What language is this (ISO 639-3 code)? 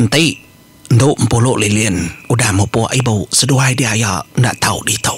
iba